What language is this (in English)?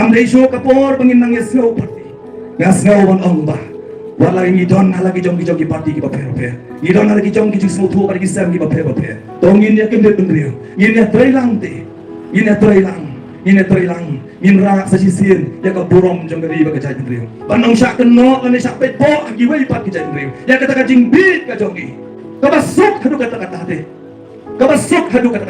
Khasi